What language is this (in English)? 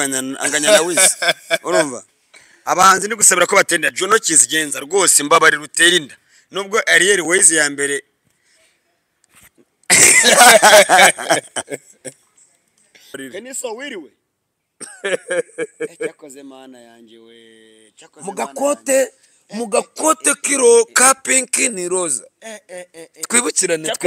Kinyarwanda